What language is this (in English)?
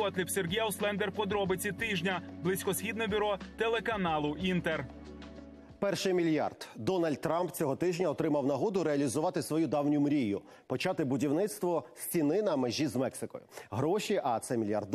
Ukrainian